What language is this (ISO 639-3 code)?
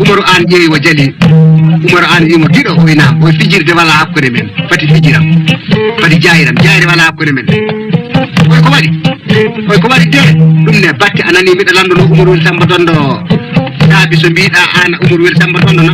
ful